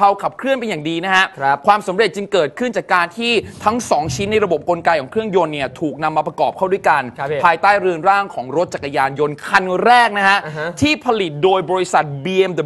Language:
Thai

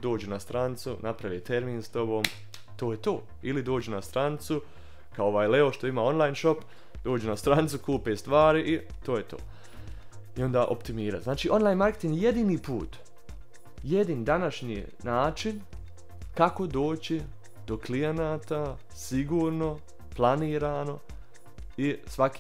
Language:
Bosnian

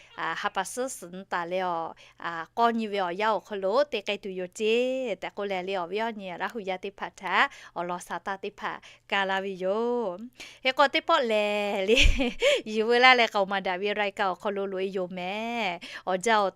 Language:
Lahu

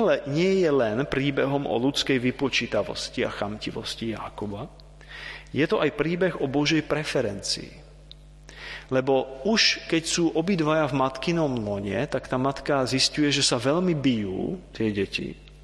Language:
Slovak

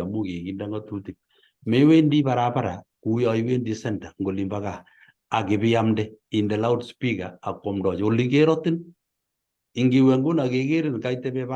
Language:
Kalenjin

